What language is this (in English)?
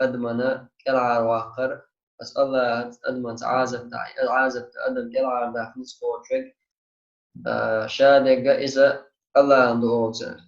Chechen